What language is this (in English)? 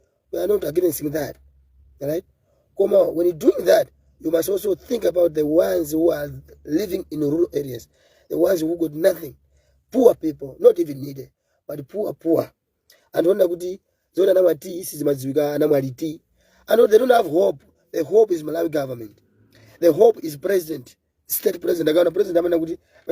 Nyanja